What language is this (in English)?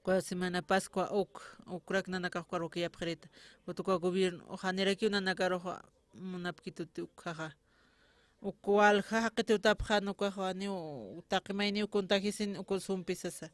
Aymara